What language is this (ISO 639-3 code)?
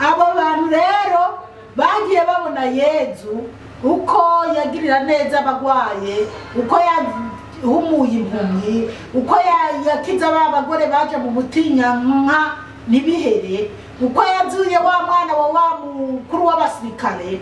run